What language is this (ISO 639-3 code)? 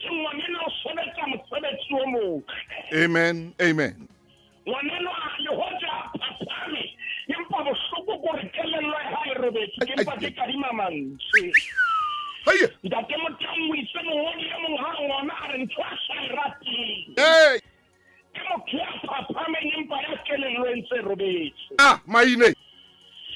sot